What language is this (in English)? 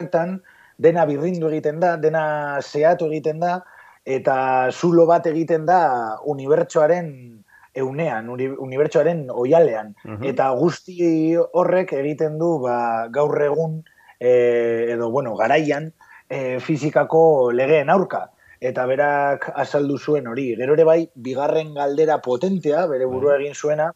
Basque